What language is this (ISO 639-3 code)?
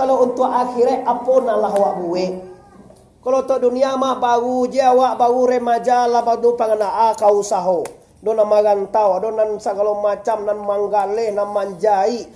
min